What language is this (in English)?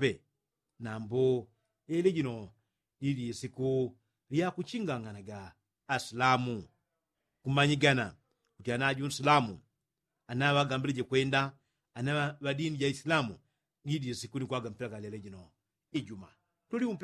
Yao